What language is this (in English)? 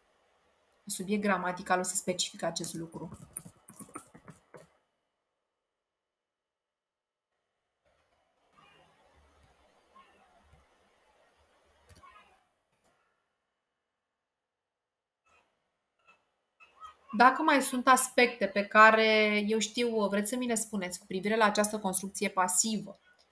Romanian